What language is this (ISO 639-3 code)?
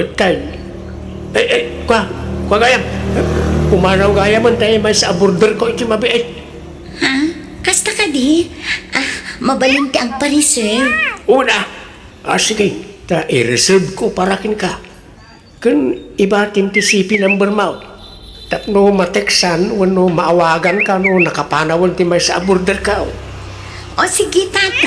ilo